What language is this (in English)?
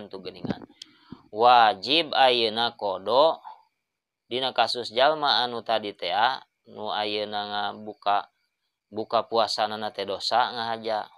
Sundanese